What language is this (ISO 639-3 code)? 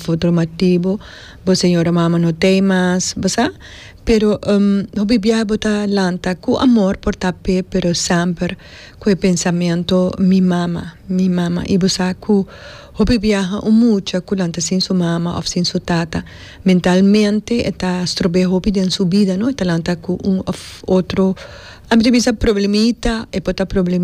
pap